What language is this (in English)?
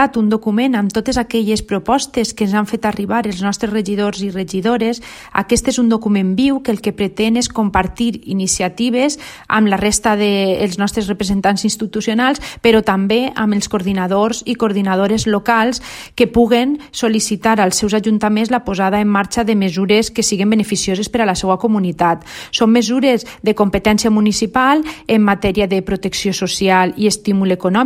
Catalan